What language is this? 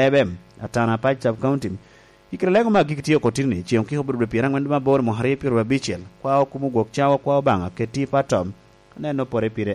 Lango (Uganda)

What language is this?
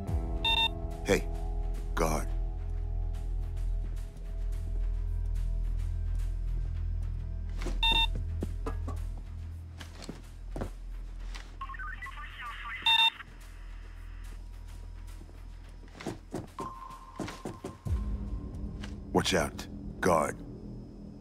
English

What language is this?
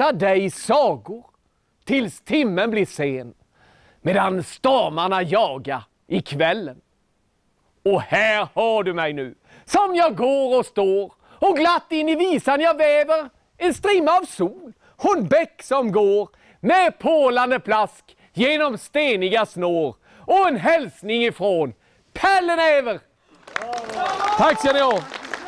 Swedish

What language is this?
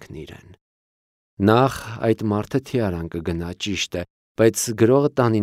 Armenian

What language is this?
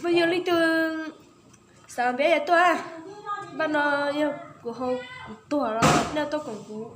Hmong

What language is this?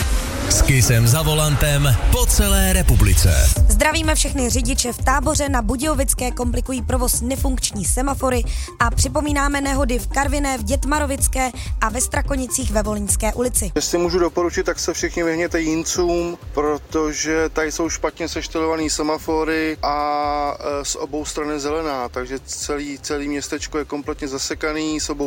Czech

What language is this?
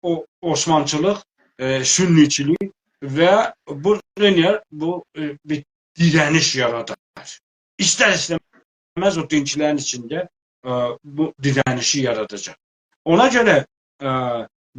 South Azerbaijani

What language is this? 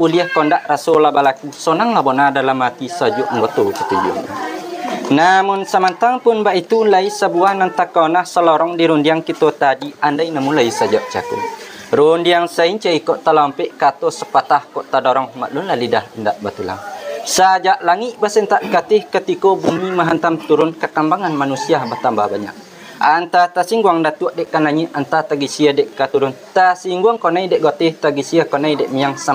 Minangkabau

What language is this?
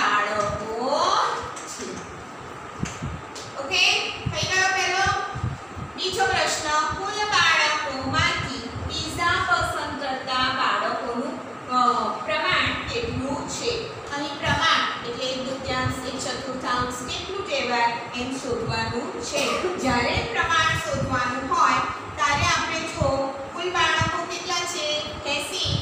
Gujarati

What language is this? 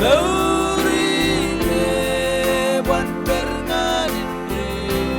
Marshallese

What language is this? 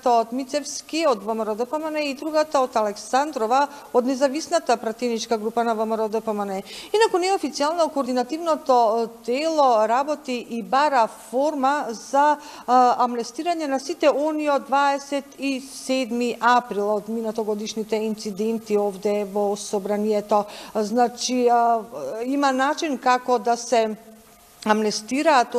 Macedonian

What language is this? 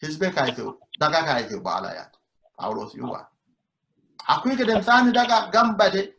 Sidamo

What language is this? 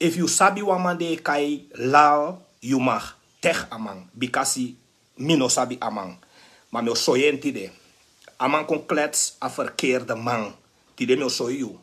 Sranan Tongo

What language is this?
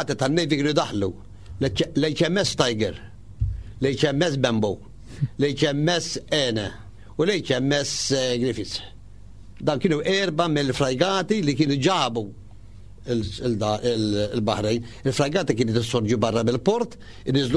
Maltese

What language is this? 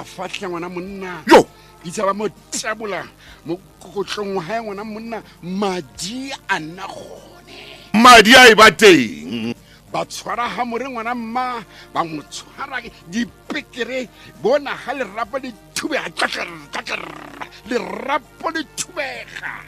Tswana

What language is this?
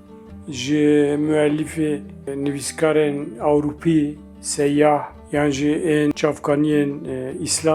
Kurdish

